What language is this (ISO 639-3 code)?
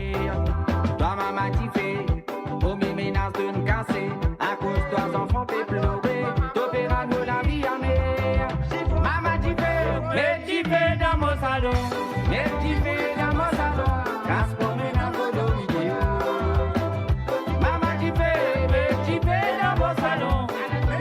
mfe